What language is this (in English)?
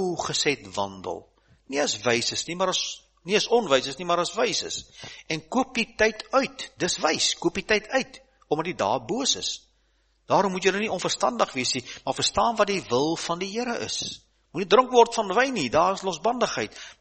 Afrikaans